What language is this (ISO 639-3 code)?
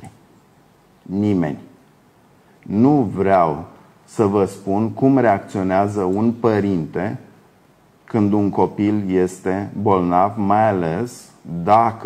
ron